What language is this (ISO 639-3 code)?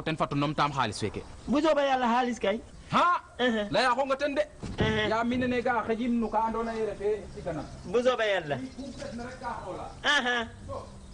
wol